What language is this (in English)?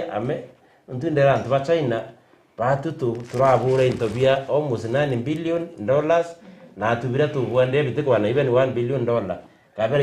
Meru